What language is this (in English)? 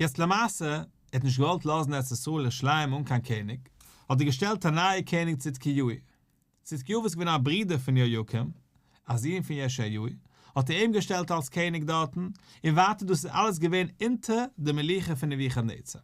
Yiddish